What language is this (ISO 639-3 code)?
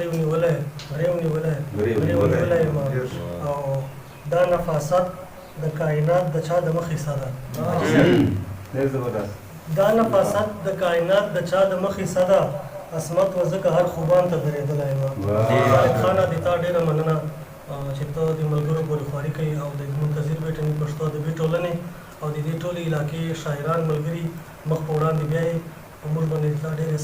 pus